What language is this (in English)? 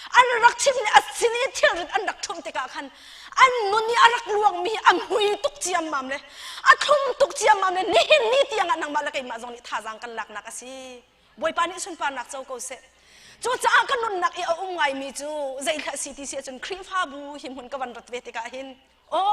Hakha Chin